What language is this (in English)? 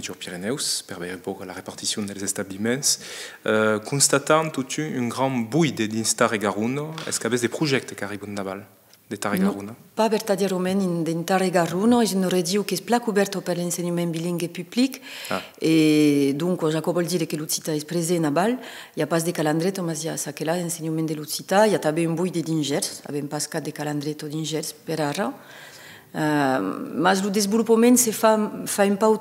Occitan